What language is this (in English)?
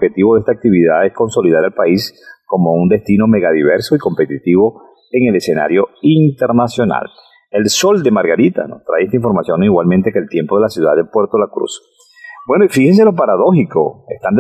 Spanish